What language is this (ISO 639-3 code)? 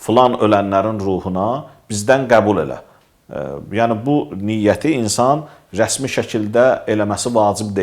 aze